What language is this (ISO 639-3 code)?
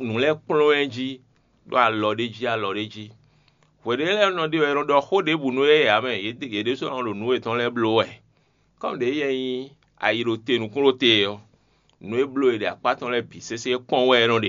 fon